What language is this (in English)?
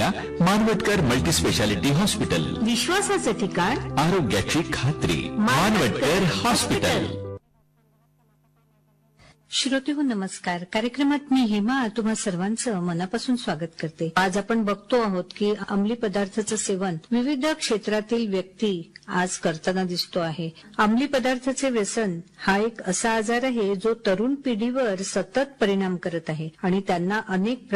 Marathi